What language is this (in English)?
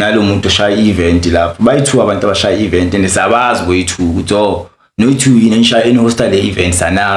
Zulu